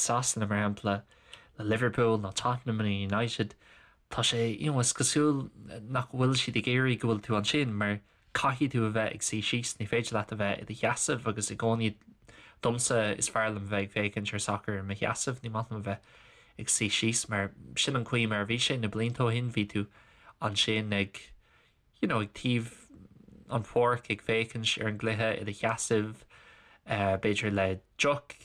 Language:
Irish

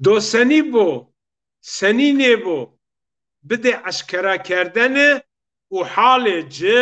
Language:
Zaza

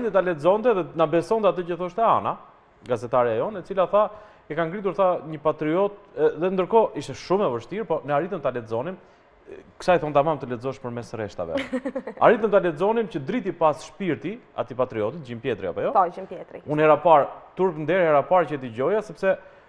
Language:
Albanian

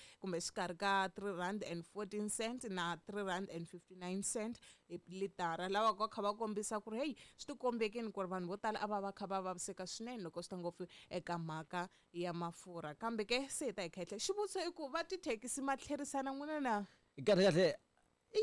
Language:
Tsonga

